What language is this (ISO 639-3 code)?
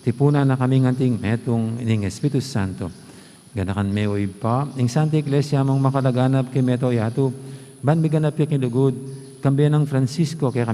pam